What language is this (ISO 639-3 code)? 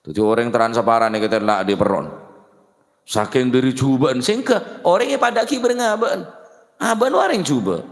mad